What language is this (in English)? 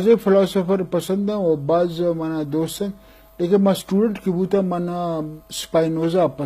Eastern Balochi